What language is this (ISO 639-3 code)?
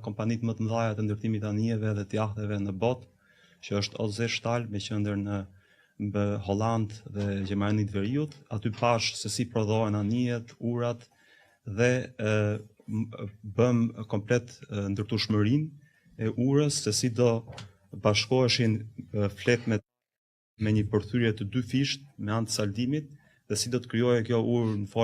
sqi